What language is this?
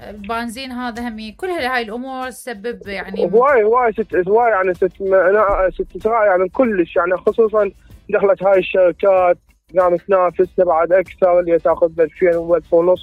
Mesopotamian Arabic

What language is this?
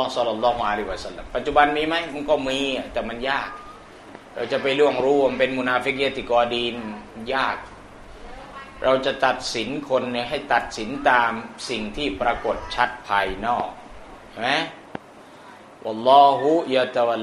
Thai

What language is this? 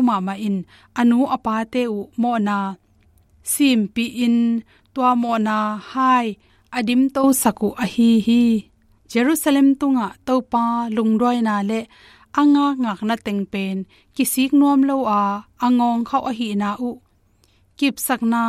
Tedim Chin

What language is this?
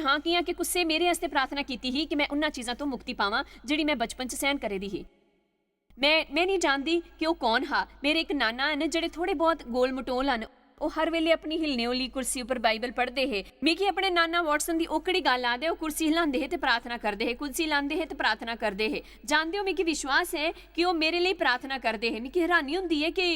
Dogri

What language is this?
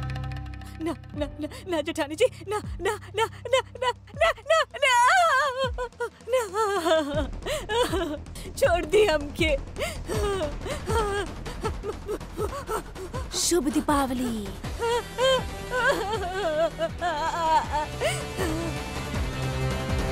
Bhojpuri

